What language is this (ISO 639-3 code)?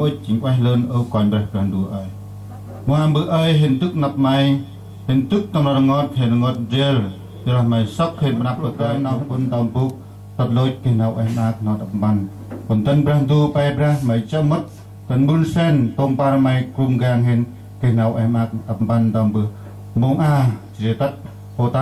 cmo